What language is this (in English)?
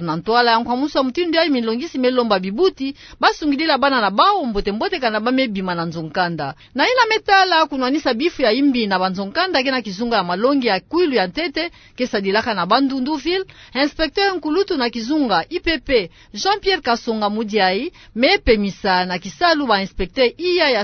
Kituba (Democratic Republic of Congo)